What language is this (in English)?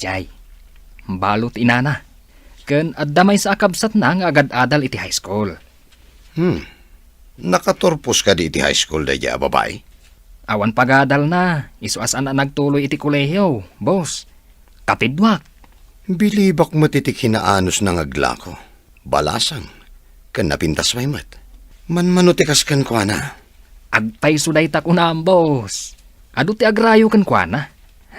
Iloko